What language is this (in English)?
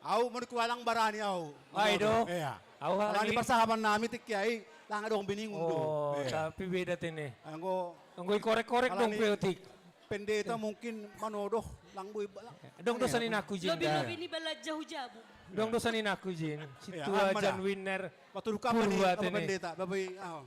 Batak Simalungun